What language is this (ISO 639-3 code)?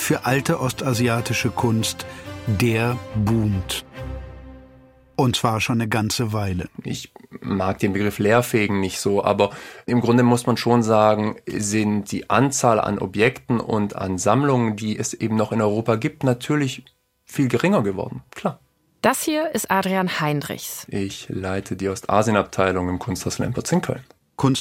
deu